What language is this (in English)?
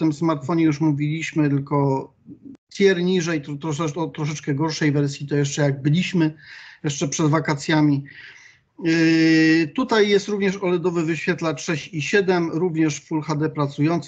Polish